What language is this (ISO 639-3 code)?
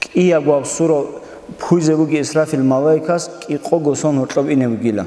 ava